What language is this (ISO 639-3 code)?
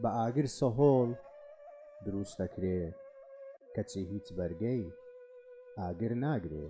ckb